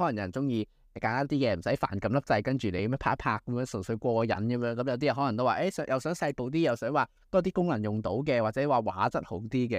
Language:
Cantonese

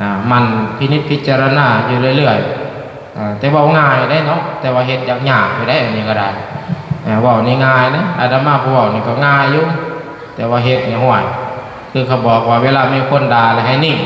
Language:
Lao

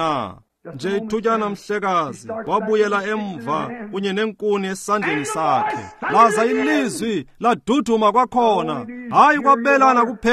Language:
Xhosa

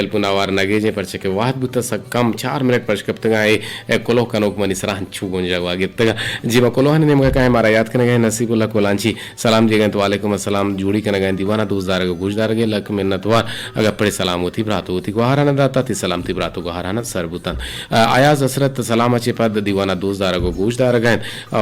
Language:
Eastern Balochi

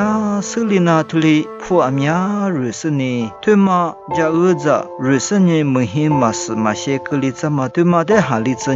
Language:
Lisu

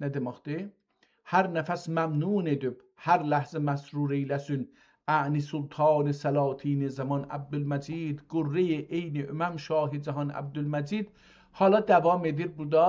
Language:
South Azerbaijani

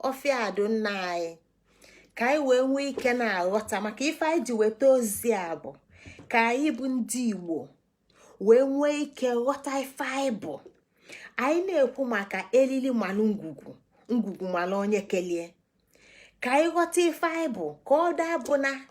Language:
Igbo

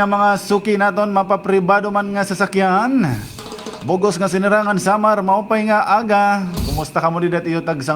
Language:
Waray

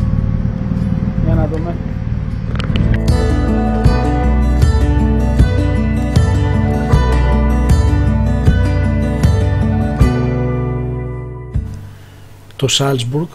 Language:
Greek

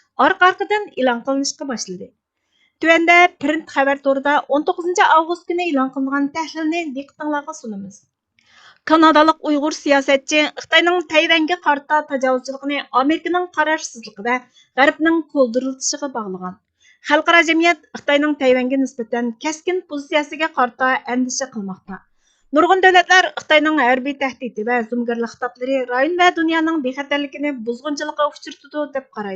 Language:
Uyghur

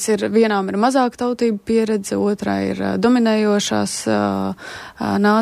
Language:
Latvian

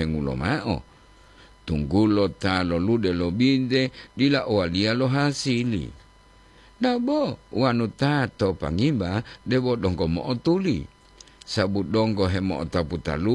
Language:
Gorontalo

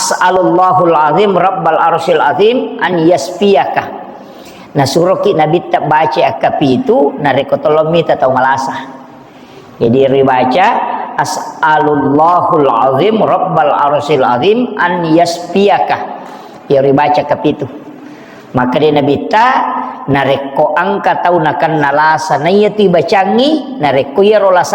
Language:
Buginese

